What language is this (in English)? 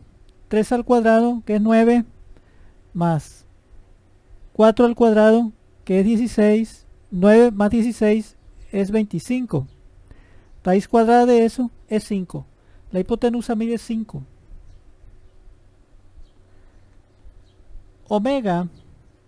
Spanish